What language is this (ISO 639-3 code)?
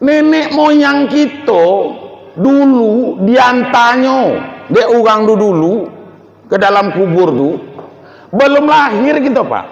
min